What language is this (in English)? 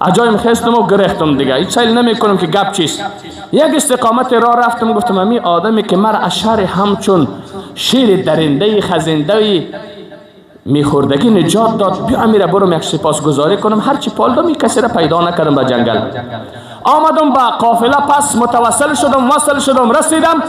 Persian